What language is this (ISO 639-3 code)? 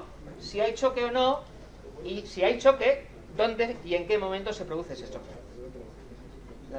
spa